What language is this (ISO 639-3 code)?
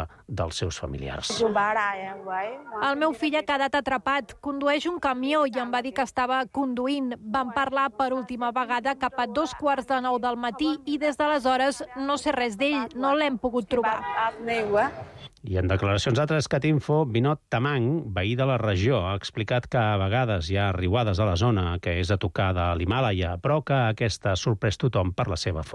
cat